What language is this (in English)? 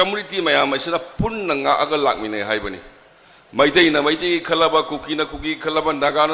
Manipuri